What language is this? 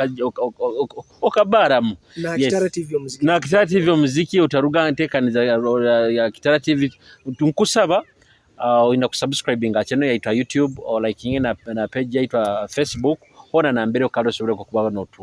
Nyoro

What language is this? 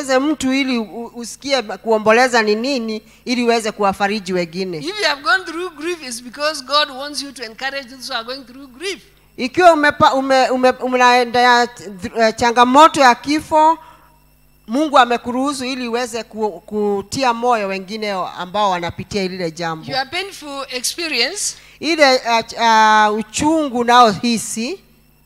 Swahili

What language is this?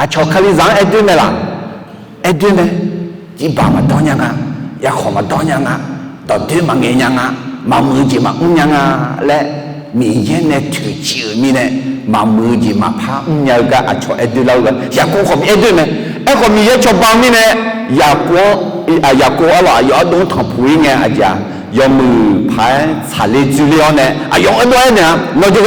Akha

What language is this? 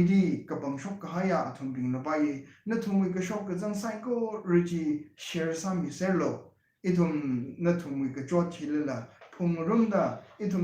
Tangkhul Naga (India)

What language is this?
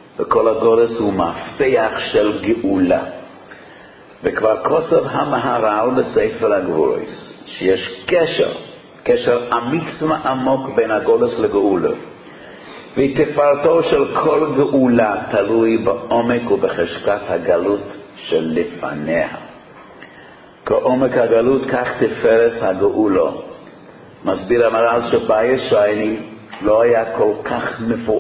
Hebrew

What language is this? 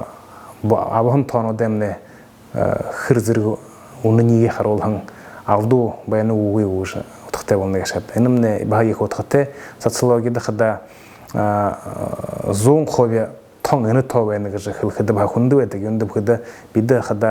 Buriat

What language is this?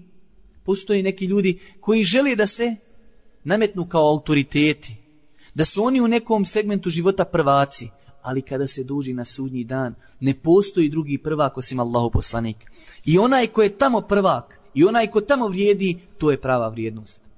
Bosnian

